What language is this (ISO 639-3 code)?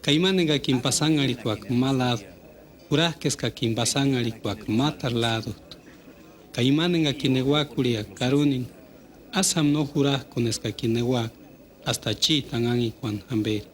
tsz